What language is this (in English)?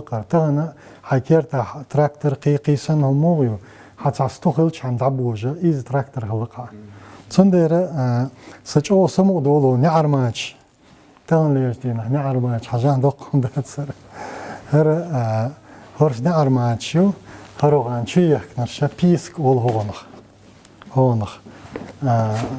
Chechen